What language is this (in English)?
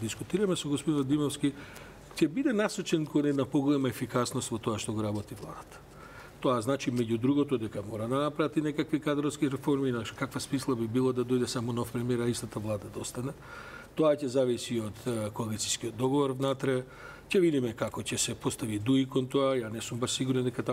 Macedonian